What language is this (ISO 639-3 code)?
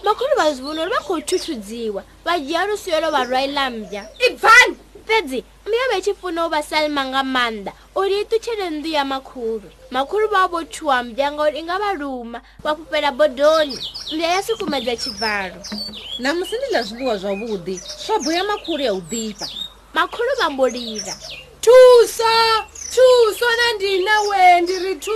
ven